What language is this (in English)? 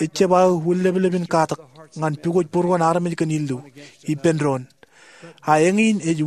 Marshallese